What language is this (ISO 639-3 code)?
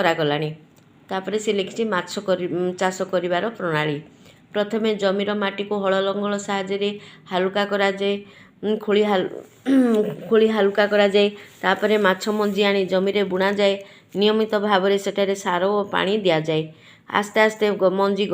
ori